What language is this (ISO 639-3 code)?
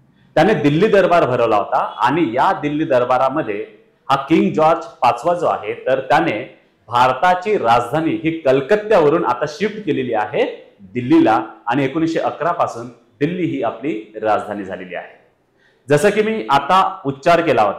mar